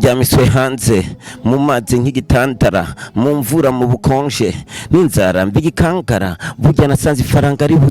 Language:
Rundi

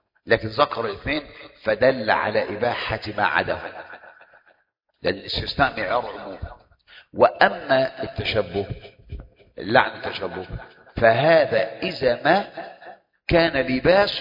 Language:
Arabic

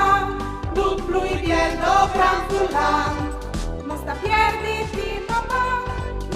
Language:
Friulian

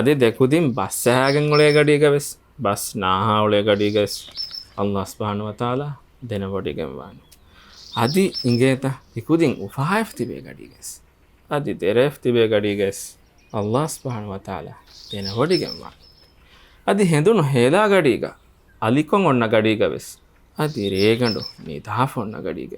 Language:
Divehi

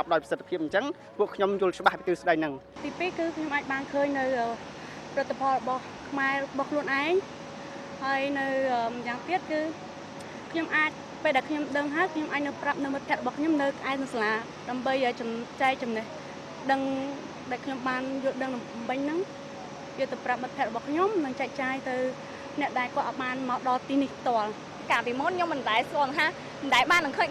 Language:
Khmer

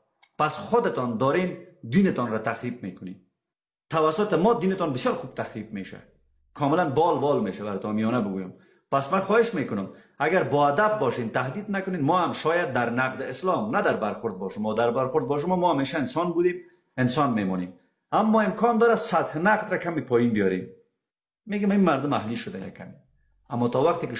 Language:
Persian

